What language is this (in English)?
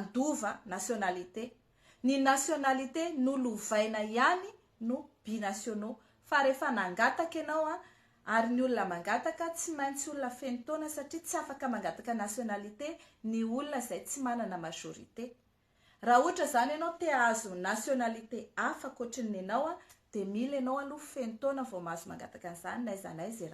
Malagasy